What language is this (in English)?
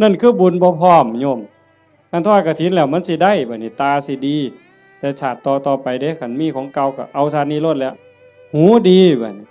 Northeastern Thai